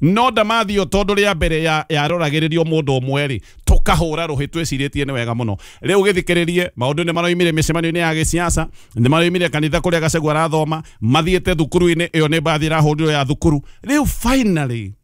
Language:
Kikuyu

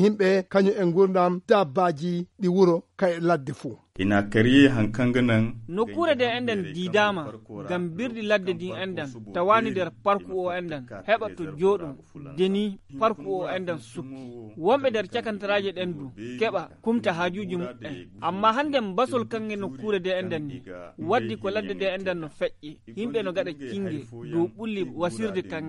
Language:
Fula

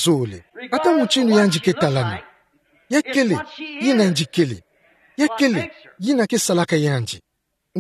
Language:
Kituba (Democratic Republic of Congo)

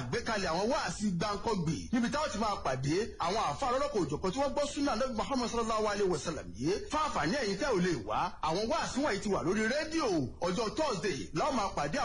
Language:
Yoruba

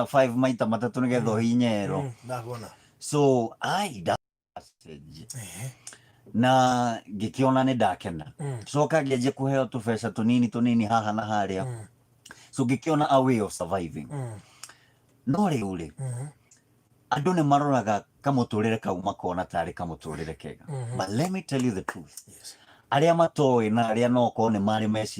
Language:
Kikuyu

